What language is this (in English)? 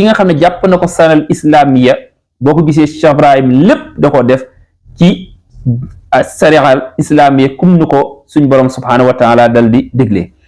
Wolof